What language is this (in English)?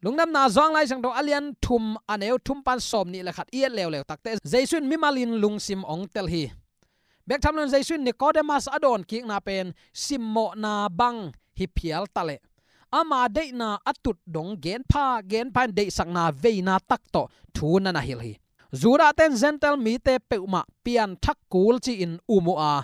Tedim Chin